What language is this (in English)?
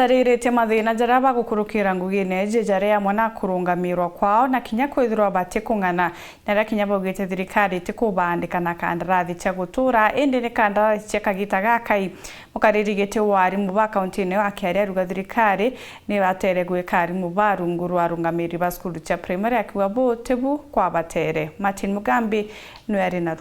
Meru